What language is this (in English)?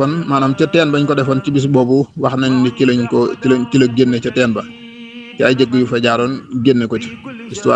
Wolof